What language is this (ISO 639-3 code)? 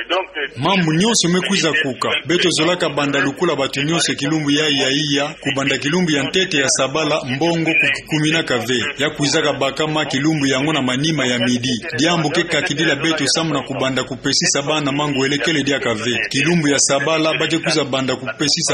ktu